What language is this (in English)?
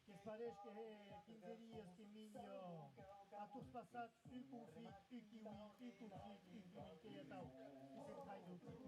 Occitan